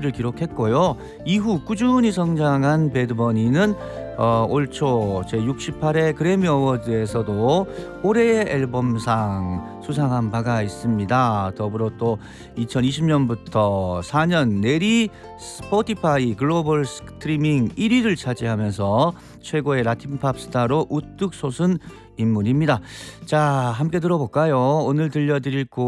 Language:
Korean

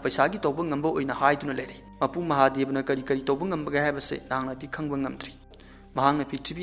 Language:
Manipuri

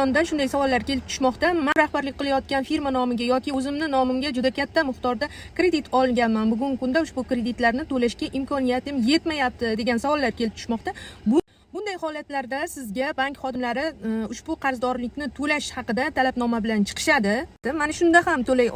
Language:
Uzbek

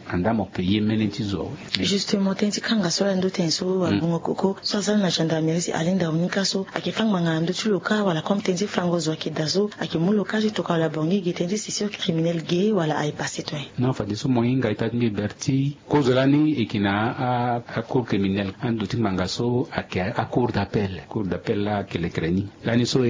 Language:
Sango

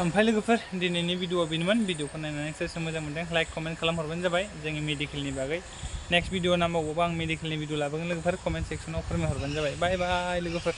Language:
Bodo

